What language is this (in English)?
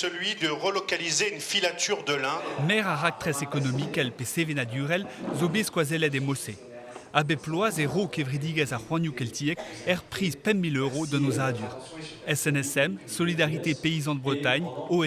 Breton